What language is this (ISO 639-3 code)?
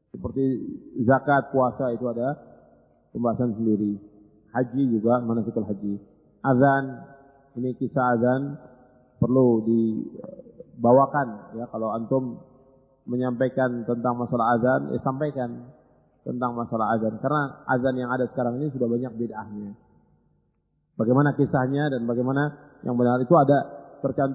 ind